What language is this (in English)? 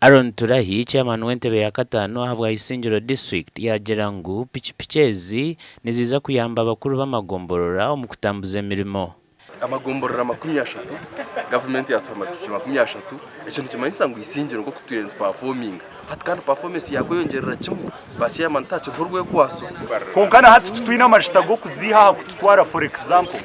Nyankole